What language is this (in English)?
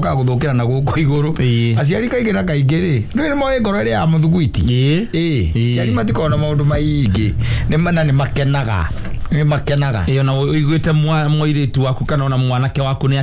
Kikuyu